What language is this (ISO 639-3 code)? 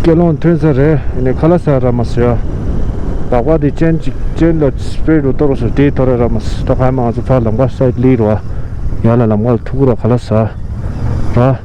bod